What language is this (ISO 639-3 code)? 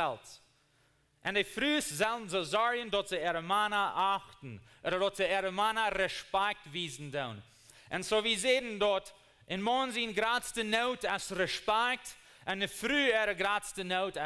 pdt